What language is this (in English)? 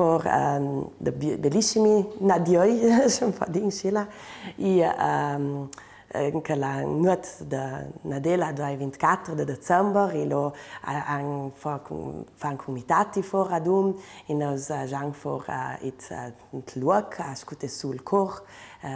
Ladin